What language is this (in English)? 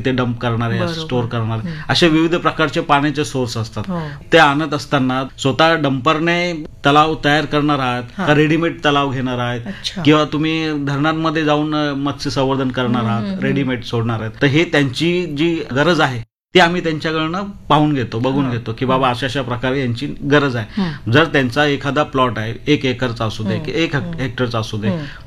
Marathi